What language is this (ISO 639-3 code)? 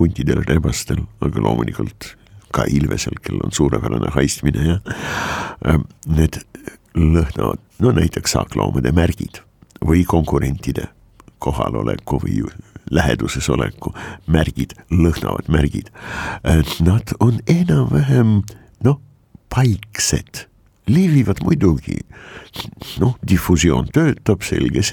est